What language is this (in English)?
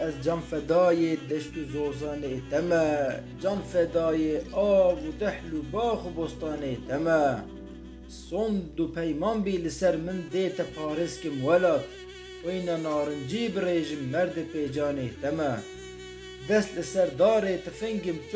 Kurdish